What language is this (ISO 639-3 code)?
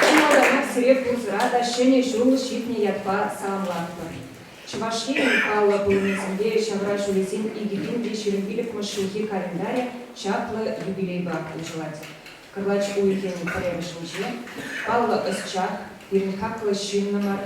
chv